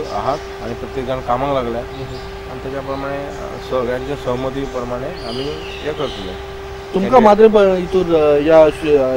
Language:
Konkani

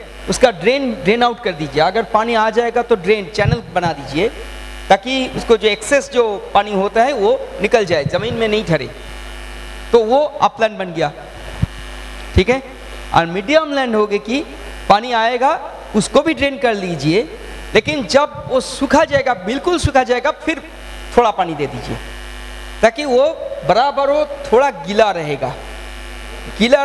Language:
Hindi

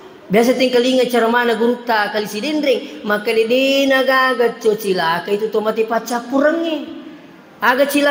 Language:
Buginese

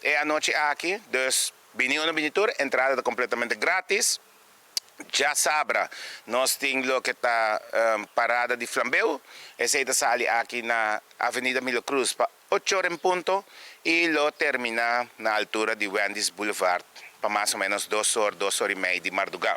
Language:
Papiamento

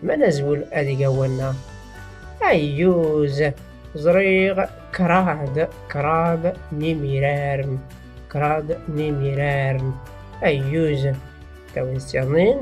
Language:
Tachelhit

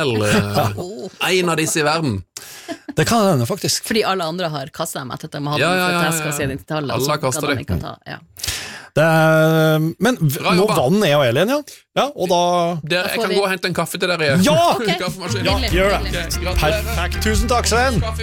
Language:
Norwegian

